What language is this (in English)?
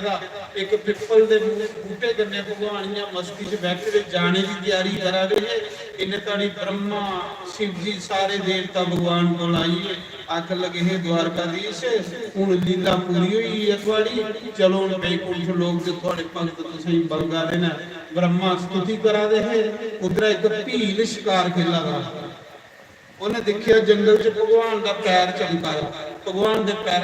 Dogri